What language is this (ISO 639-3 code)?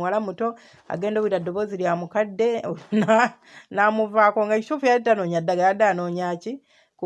lug